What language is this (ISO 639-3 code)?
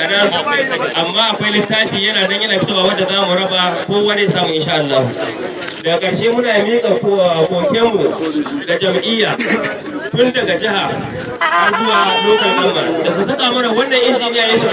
hau